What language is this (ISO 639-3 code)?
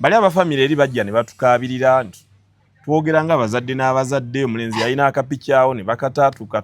lug